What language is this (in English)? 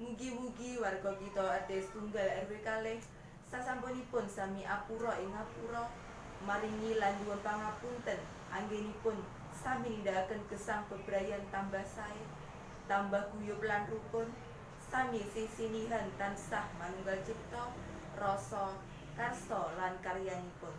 Javanese